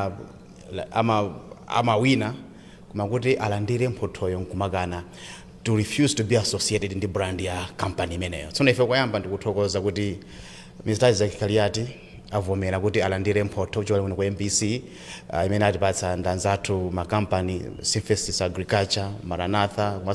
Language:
Nyanja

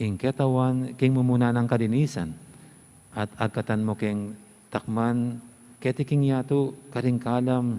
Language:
Pampanga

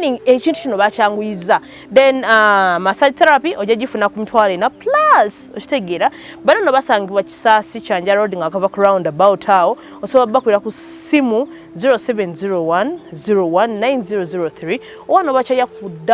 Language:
Ganda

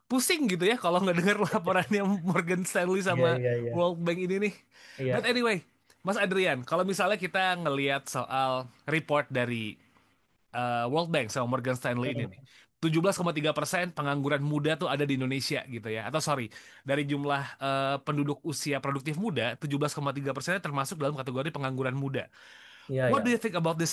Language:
Indonesian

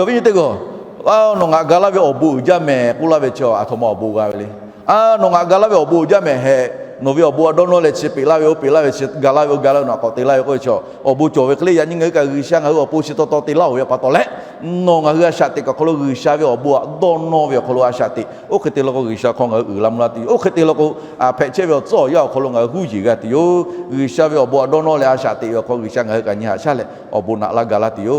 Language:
Lahu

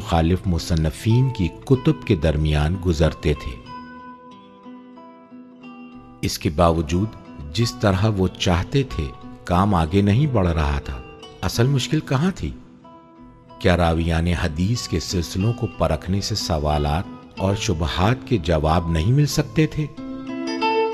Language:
Urdu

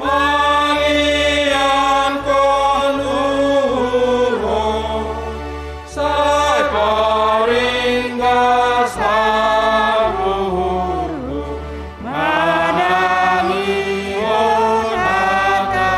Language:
Batak Simalungun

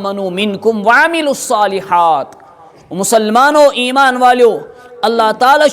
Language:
Kashmiri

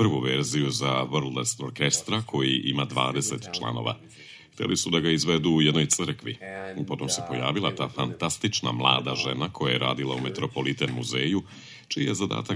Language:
Serbian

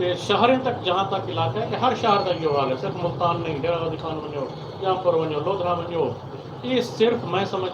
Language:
Saraiki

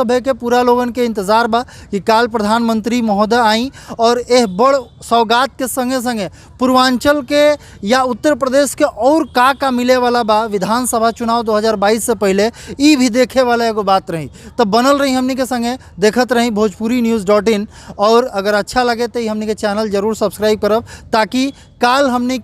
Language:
Bhojpuri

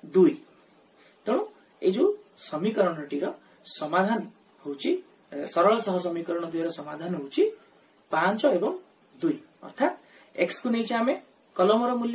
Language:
Odia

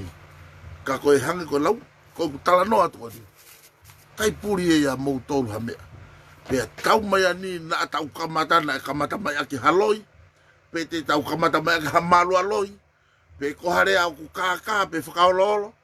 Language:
Tongan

